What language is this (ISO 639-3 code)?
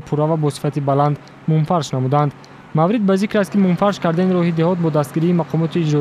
tgk